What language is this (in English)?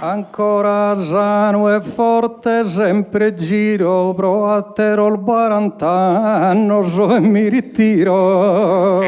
Sardinian